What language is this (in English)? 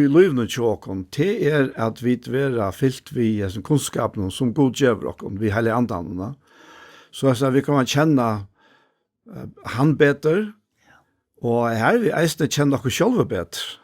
Faroese